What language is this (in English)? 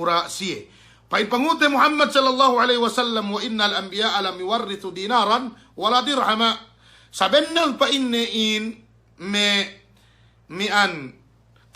Yakan